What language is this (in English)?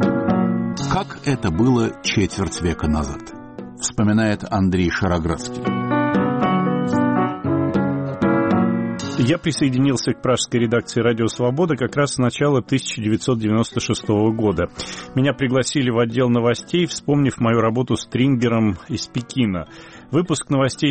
Russian